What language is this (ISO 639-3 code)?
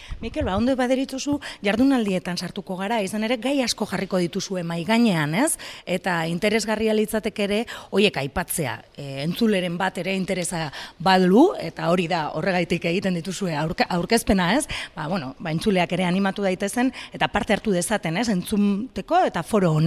eus